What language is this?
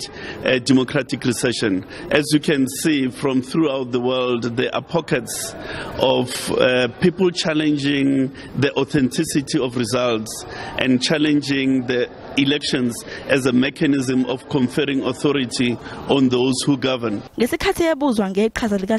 Zulu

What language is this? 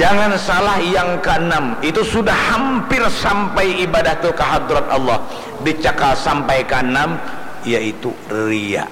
Banjar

